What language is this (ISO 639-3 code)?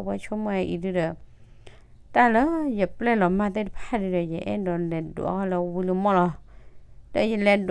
ksw